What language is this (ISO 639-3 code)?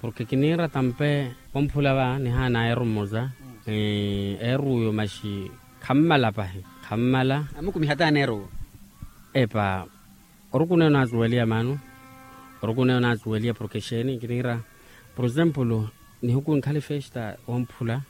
vmw